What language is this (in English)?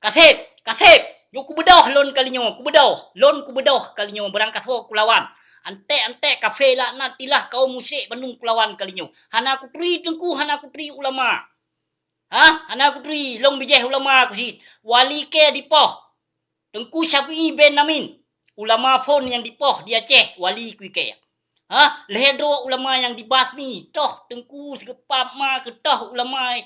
Achinese